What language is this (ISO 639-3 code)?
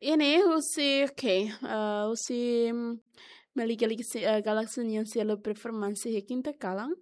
tet